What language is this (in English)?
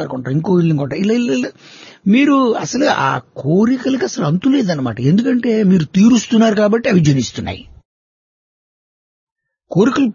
Telugu